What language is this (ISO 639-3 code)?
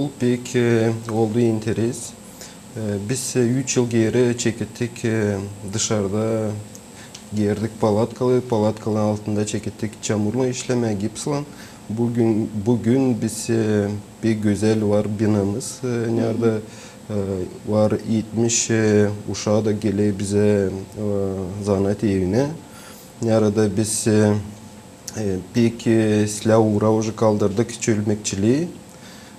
gag